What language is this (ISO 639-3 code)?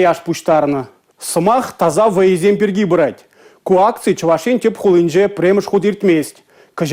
chv